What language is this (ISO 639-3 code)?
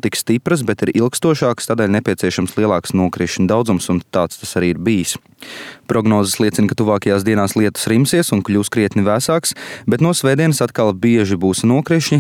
lav